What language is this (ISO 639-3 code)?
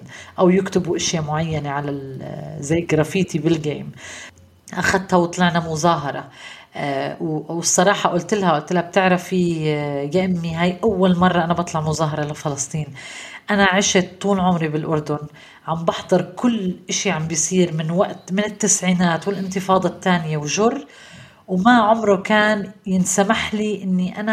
apc